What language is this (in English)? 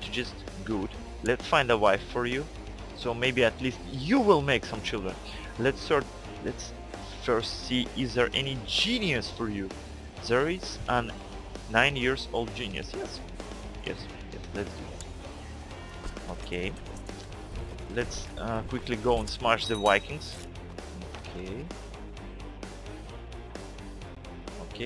English